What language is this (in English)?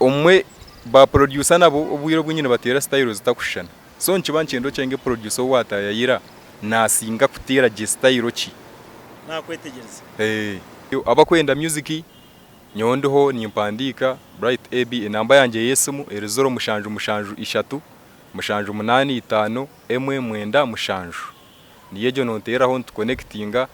Nyankole